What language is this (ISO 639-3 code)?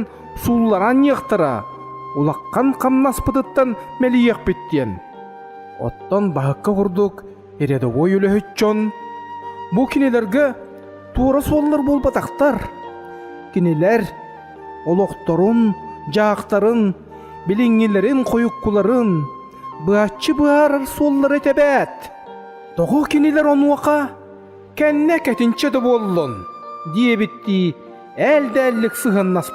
sah